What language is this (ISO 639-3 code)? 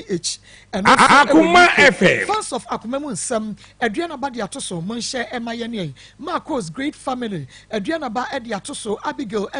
aka